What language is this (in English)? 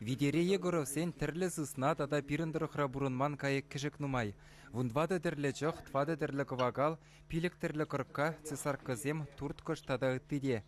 Chuvash